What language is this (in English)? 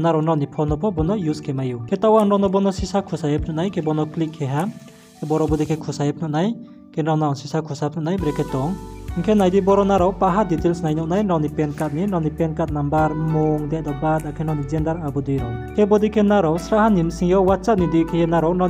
Riang (India)